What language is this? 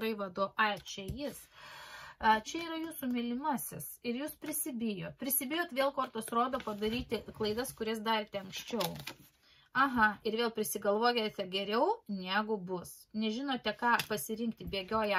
Lithuanian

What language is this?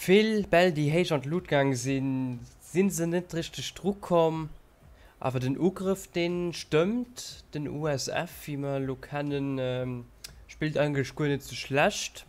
Luxembourgish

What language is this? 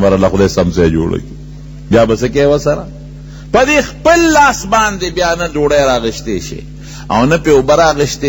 Pashto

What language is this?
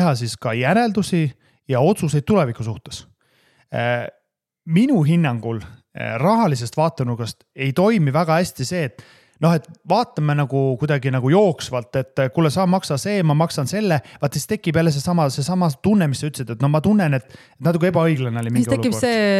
Estonian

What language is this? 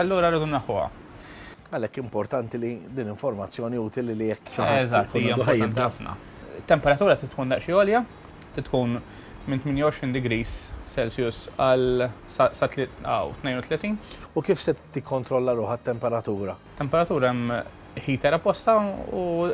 Maltese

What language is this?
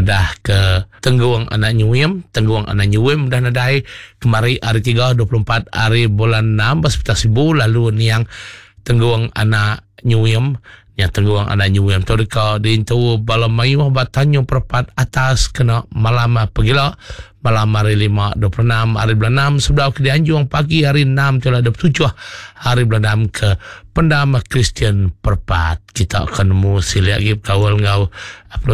Iban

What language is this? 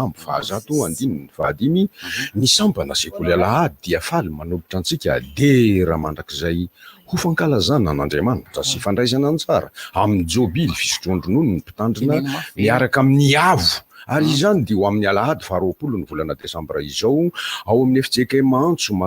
Malagasy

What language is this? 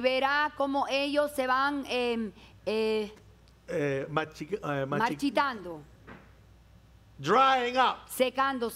Spanish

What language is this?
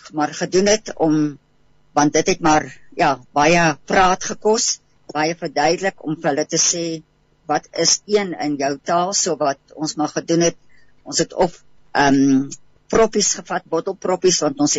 Afrikaans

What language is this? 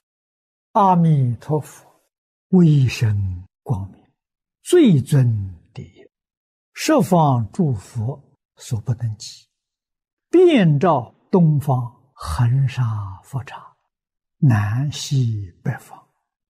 Chinese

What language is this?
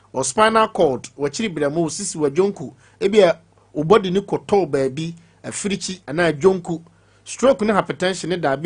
Akan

